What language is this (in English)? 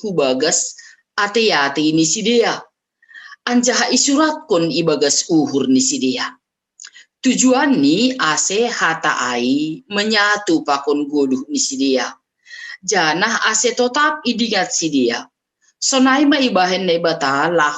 Batak Simalungun